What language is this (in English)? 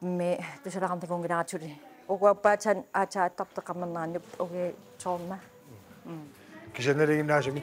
Kalaallisut